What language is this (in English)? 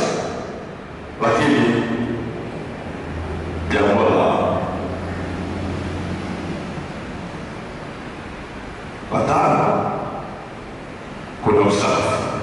Swahili